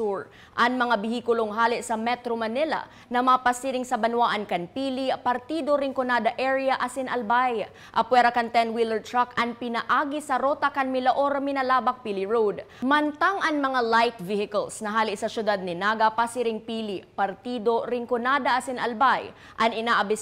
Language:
Bikol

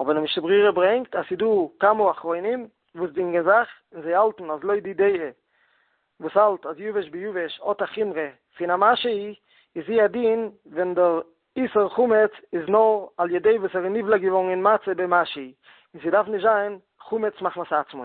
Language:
Yiddish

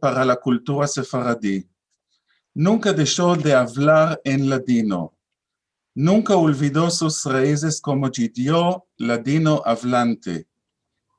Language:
Ladino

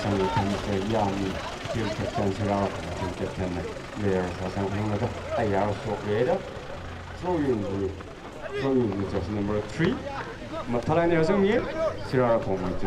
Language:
Tangkhul Naga (India)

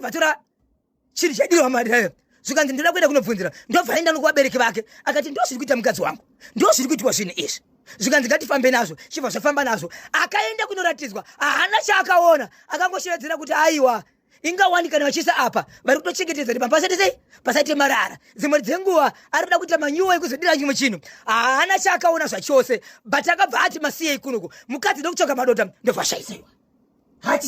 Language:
Shona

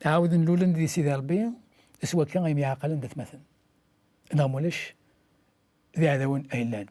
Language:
Kabyle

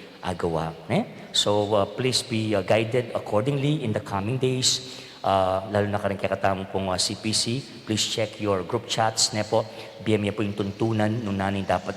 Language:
Pampanga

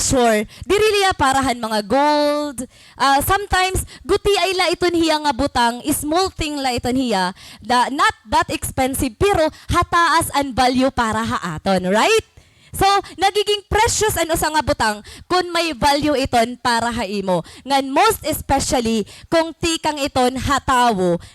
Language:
Waray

